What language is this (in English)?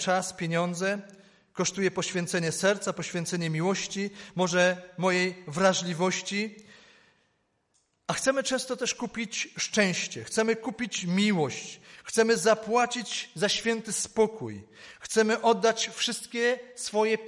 Polish